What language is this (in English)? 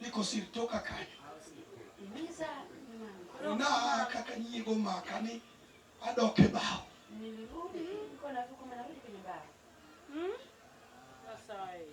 Luo (Kenya and Tanzania)